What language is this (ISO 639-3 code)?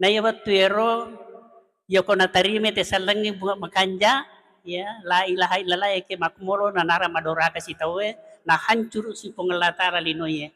bug